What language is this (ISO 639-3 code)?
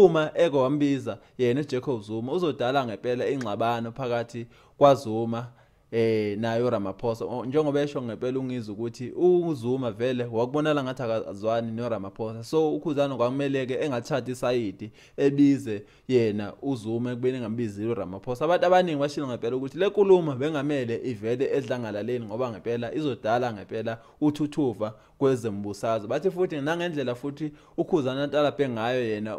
zul